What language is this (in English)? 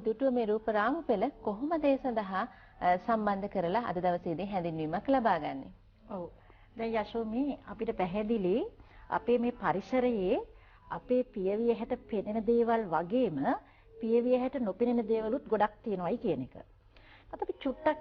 Sinhala